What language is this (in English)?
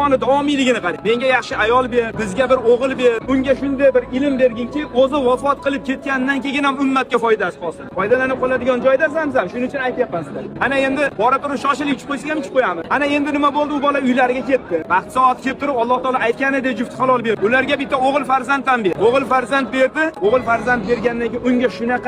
Uzbek